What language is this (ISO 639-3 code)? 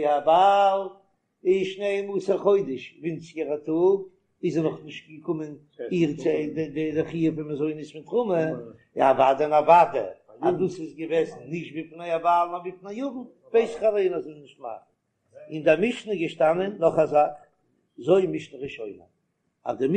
yid